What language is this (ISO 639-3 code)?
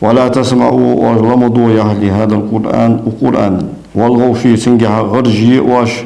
inh